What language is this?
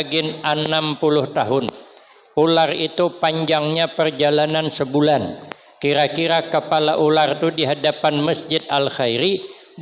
Banjar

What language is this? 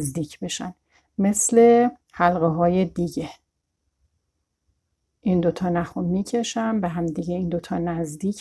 Persian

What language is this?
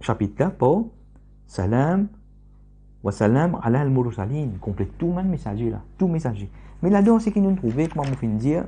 Morisyen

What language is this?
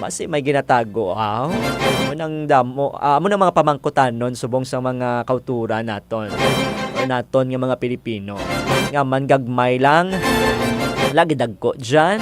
Hiligaynon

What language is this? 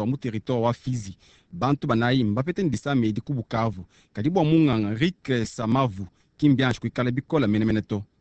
Luba-Lulua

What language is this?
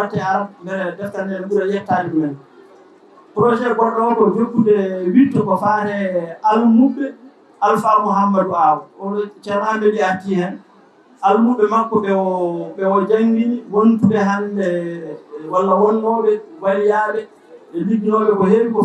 Fula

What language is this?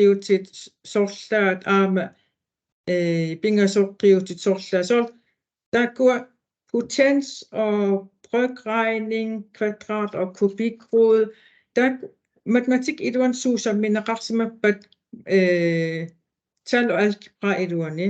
Kalaallisut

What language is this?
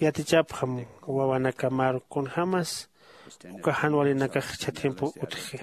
Aymara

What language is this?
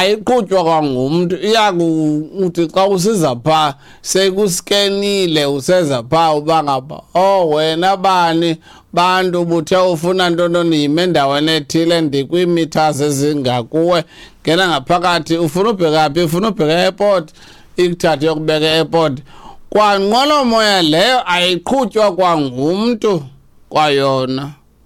Xhosa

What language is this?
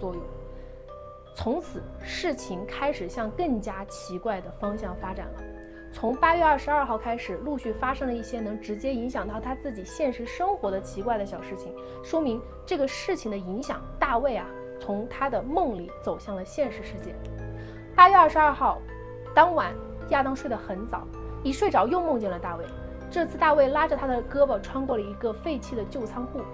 Chinese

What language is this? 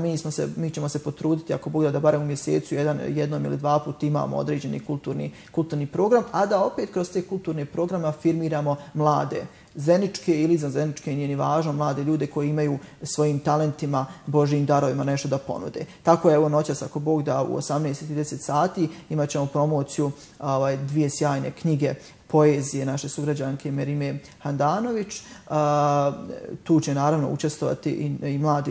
Bosnian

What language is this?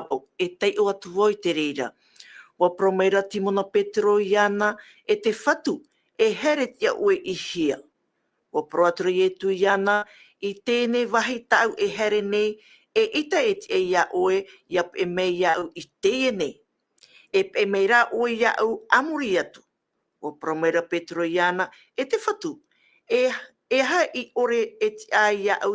Tahitian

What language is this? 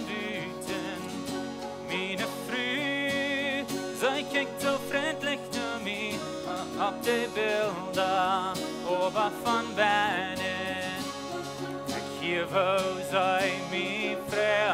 Plautdietsch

